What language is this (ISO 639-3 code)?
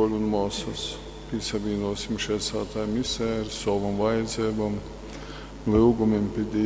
ltg